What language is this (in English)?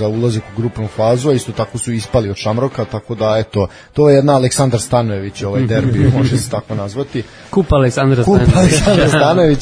Serbian